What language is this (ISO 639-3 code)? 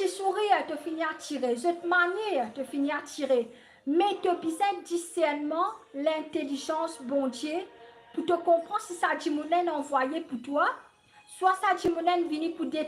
mfe